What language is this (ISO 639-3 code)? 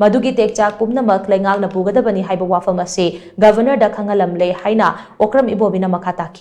mni